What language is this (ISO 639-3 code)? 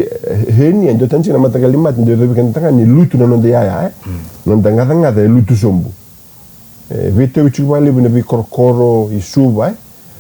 fij